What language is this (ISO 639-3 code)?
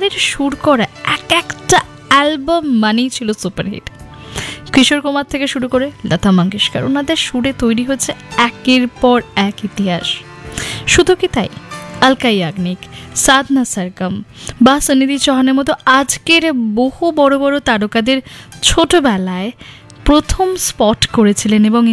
ben